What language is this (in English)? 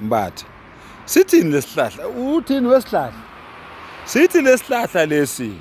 Zulu